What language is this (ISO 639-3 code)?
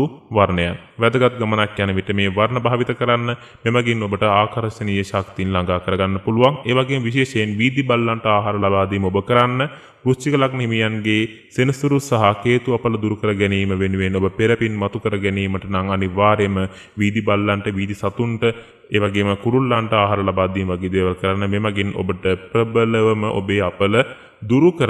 sin